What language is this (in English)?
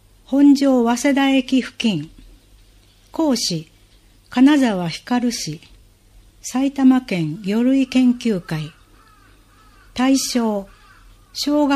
Japanese